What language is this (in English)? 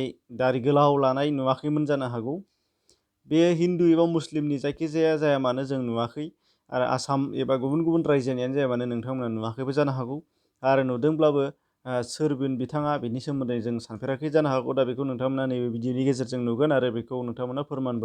Bodo